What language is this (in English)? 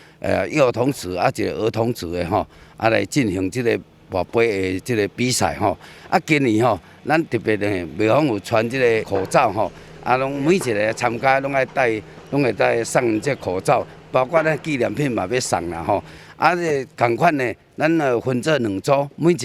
Min Nan Chinese